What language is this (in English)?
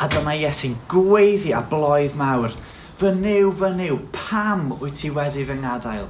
Welsh